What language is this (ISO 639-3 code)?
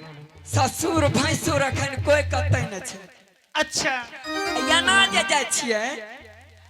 anp